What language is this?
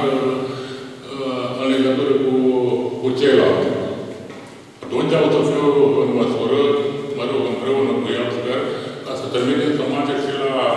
Romanian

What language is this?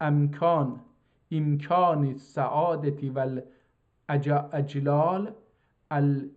South Azerbaijani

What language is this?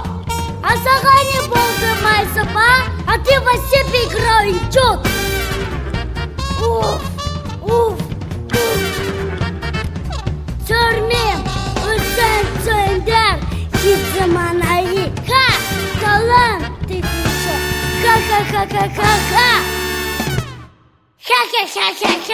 Kazakh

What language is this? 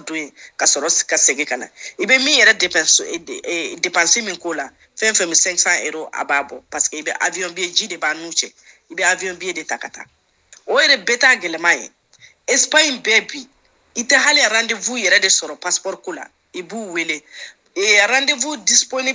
Bambara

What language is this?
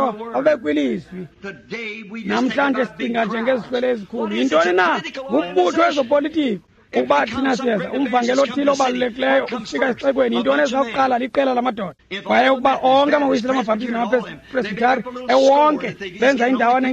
Xhosa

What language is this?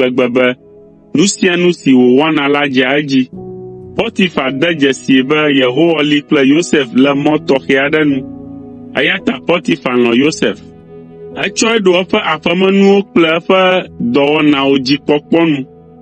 Ewe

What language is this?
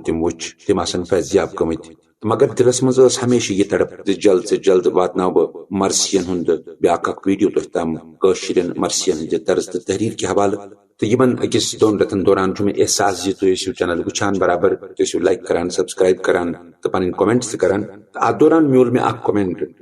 Kashmiri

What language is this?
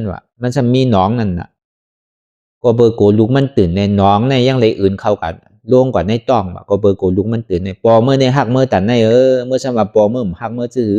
Shan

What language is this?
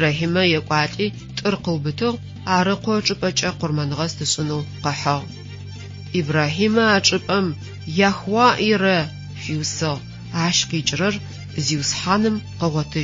Adyghe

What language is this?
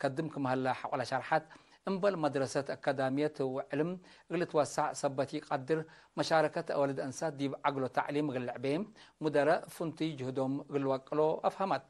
Tigre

